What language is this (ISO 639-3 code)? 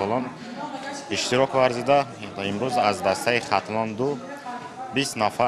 tgk